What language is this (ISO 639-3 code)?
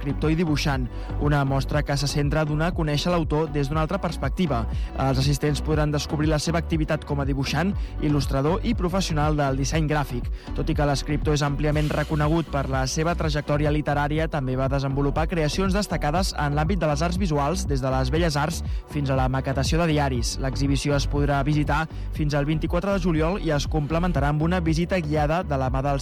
cat